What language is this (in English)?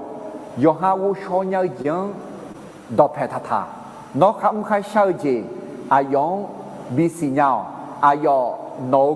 Akha